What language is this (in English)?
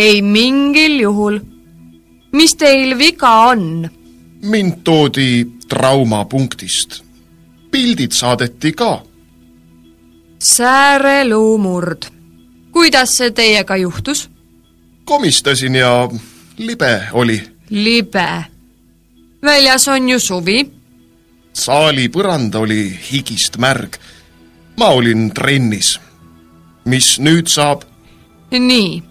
Estonian